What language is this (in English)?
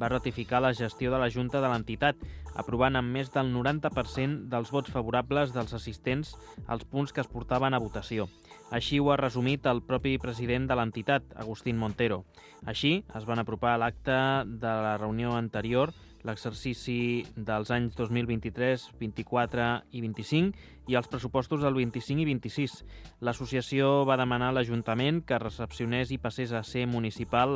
Catalan